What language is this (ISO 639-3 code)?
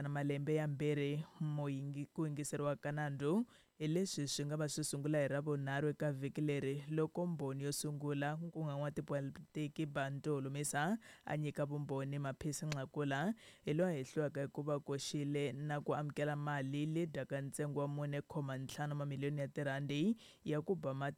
tso